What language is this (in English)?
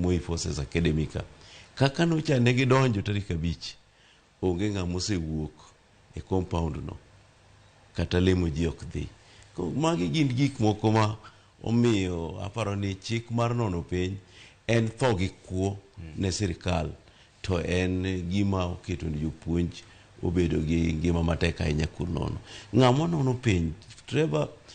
Luo (Kenya and Tanzania)